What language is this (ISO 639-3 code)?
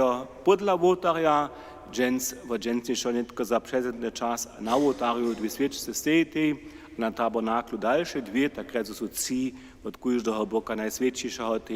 hsb